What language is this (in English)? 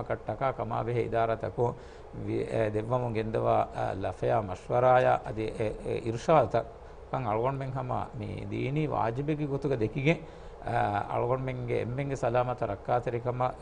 Divehi